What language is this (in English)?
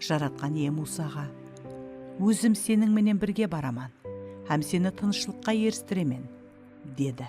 Kara-Kalpak